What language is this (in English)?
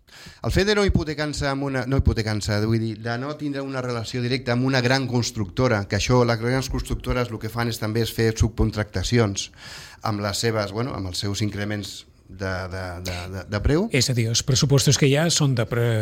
Catalan